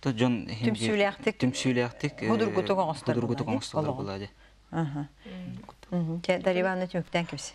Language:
Yakut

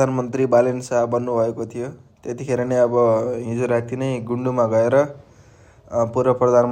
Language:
Nepali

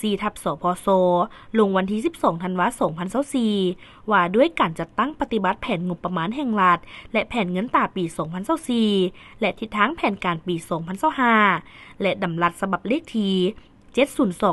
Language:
Lao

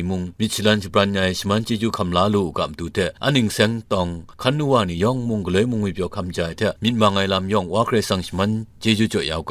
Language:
Kachin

